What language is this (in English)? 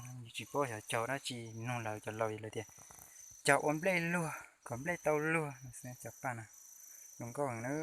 Hmong